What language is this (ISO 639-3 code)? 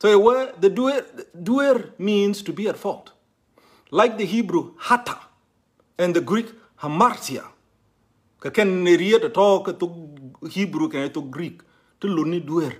nus